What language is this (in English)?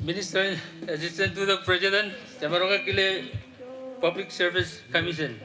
Marshallese